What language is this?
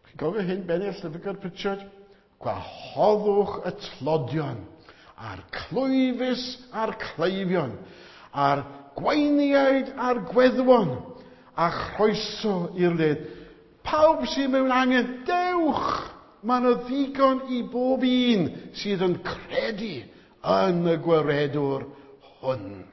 Welsh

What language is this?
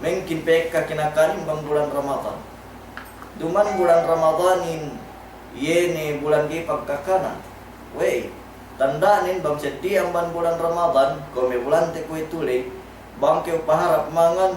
Yakan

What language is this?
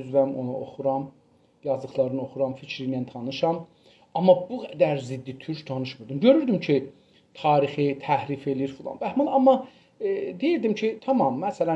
South Azerbaijani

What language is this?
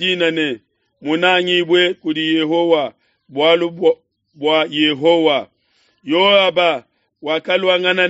Luba-Lulua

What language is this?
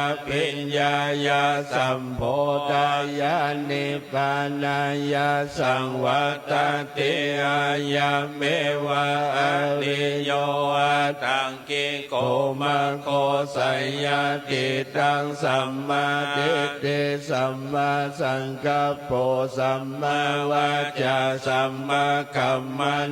Pali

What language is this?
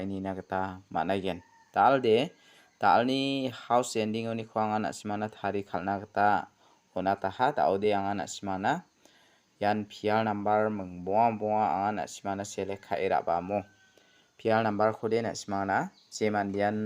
Garo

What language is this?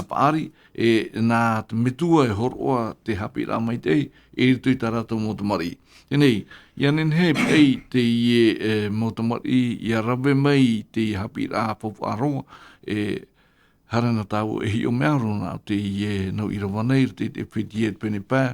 Tahitian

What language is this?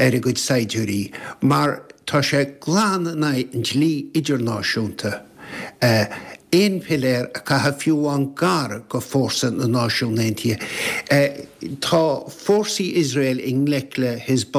Irish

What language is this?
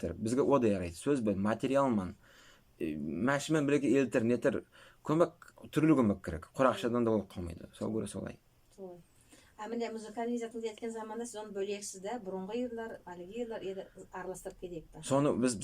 Nogai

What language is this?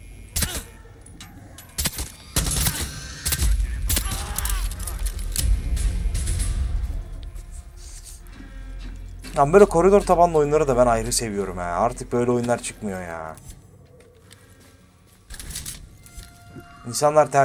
Turkish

